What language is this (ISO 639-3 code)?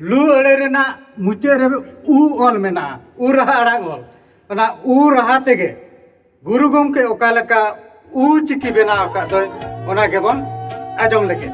sat